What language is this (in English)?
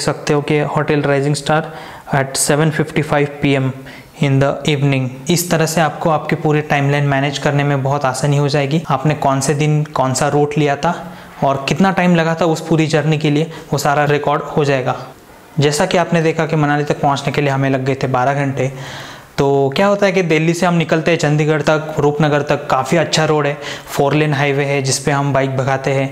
Hindi